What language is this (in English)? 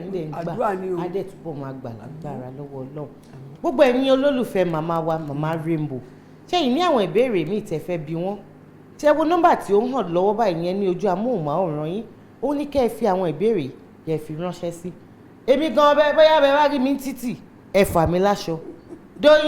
Yoruba